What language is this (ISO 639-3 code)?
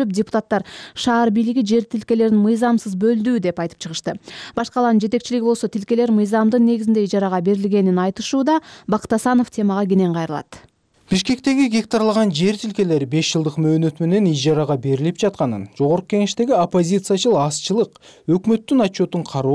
kir